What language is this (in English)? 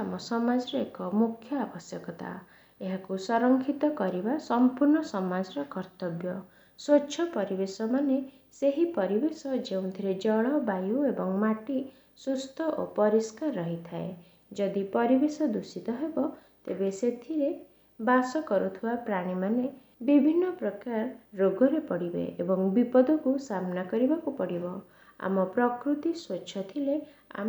Odia